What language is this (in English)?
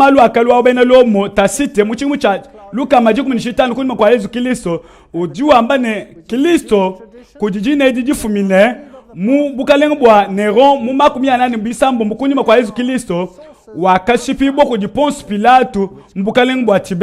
Luba-Lulua